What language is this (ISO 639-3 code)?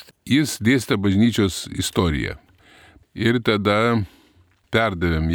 lit